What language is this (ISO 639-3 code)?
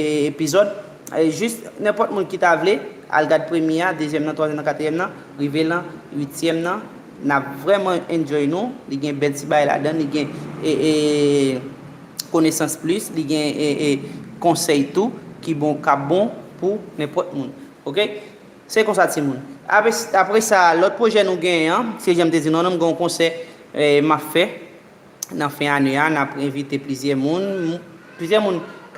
hat